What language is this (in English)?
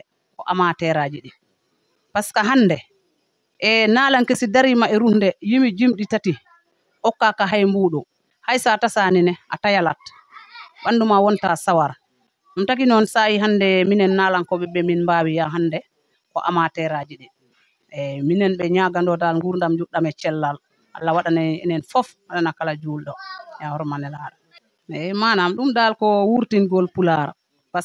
Fula